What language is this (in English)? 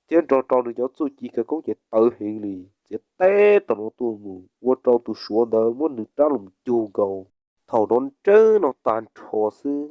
Hmong